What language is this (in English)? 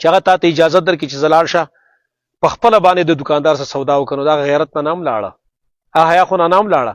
Pashto